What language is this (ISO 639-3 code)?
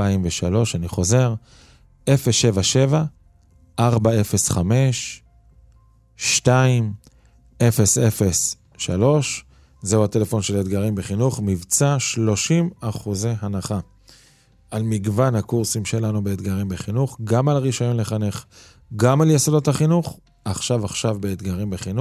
heb